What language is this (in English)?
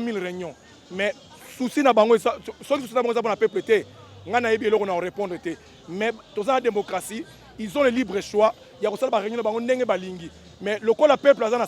Lingala